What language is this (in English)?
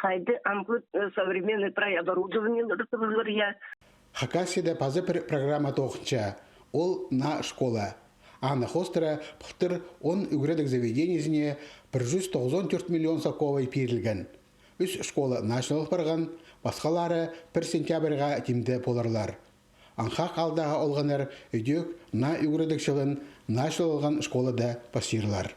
Khakas